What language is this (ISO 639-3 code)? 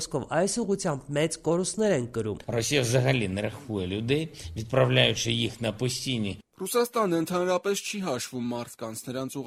hye